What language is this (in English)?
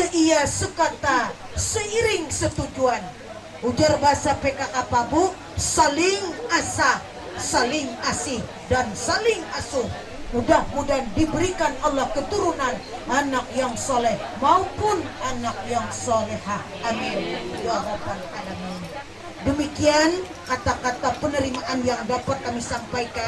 Banjar